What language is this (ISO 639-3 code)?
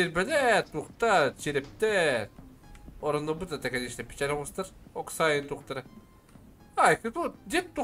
sah